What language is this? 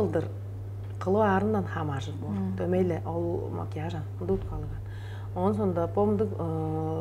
Tuvinian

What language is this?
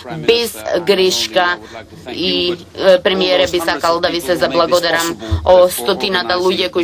Macedonian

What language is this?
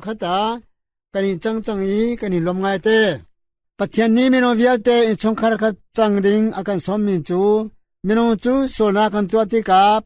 Hakha Chin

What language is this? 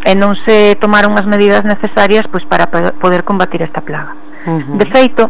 Galician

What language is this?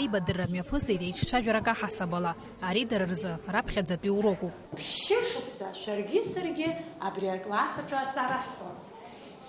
Abkhazian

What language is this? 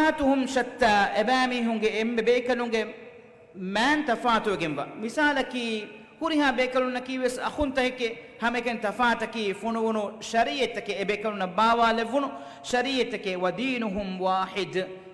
Divehi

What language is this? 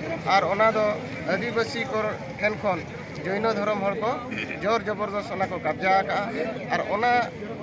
Santali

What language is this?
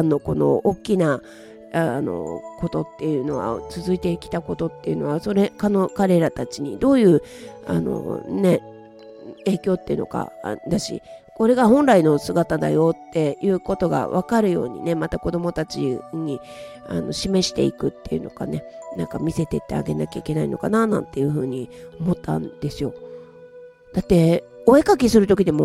Japanese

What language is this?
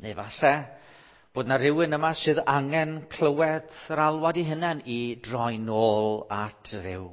Welsh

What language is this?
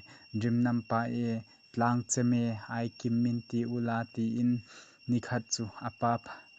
Hmar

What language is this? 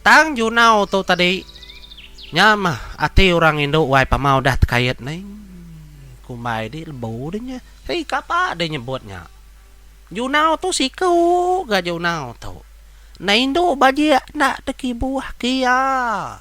Iban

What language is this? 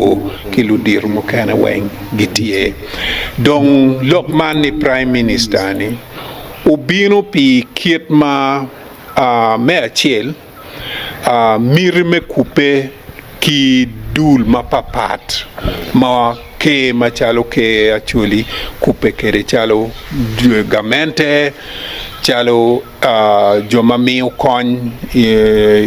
Acoli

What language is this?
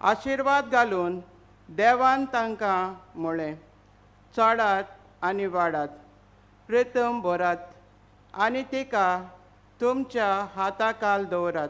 Konkani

